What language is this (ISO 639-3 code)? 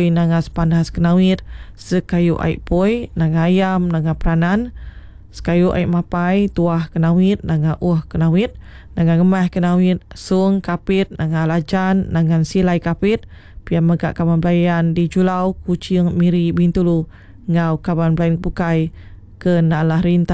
iba